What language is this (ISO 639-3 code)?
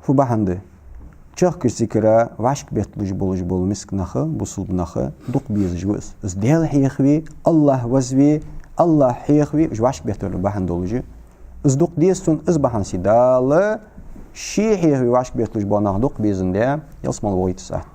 inh